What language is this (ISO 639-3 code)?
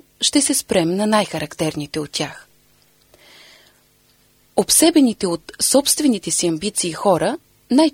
bul